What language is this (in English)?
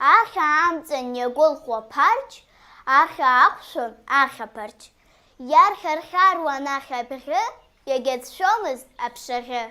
Abkhazian